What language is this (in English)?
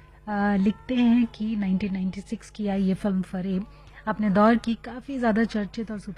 Hindi